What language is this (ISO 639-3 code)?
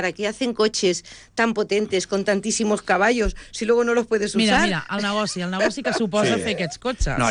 cat